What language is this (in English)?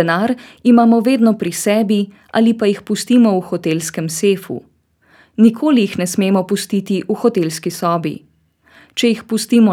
Slovenian